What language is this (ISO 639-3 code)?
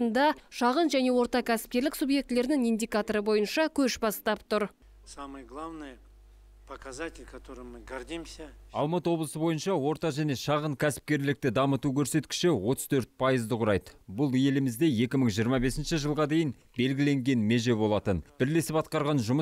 kaz